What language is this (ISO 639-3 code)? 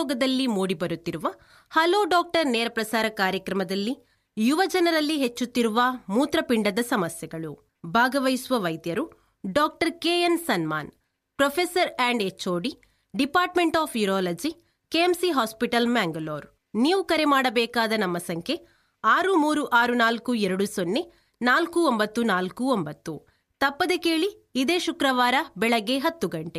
kan